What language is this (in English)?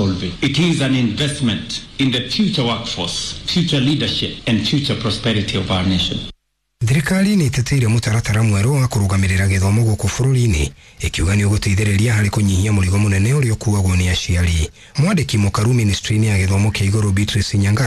Kikuyu